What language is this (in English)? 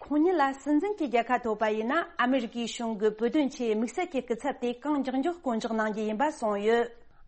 Tibetan